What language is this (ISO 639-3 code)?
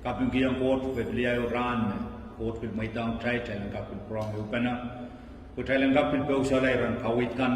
pon